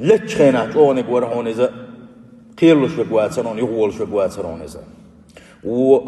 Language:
Chechen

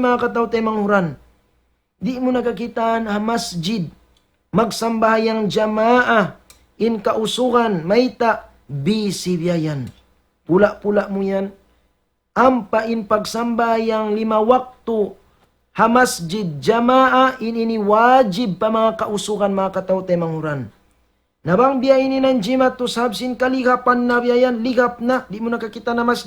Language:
Tausug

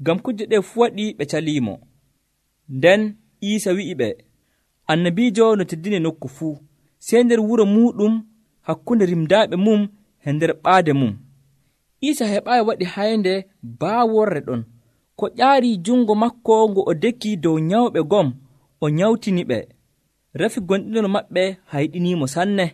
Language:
Nigerian Fulfulde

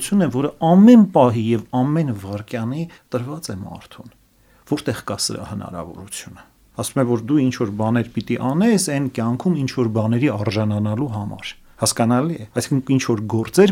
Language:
Armenian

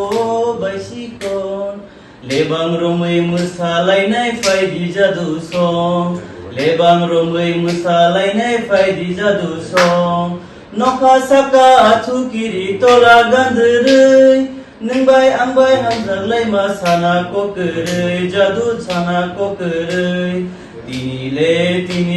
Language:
Kok Borok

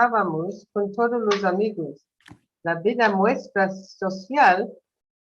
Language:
Ladino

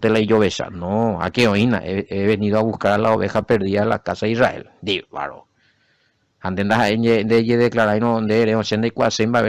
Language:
Guarani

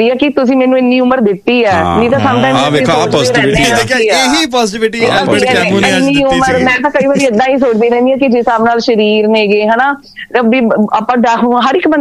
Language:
Punjabi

